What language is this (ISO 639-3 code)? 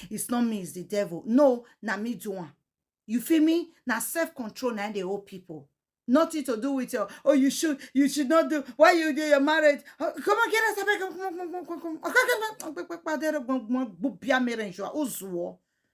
pcm